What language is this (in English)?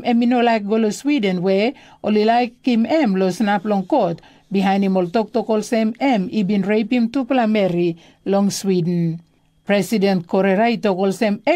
Tok Pisin